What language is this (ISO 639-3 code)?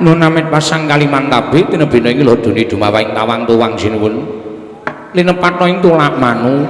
jav